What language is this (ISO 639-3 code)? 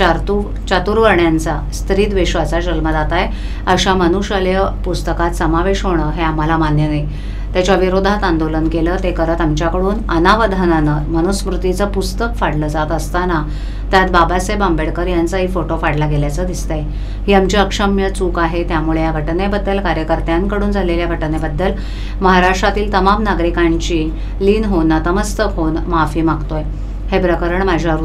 mar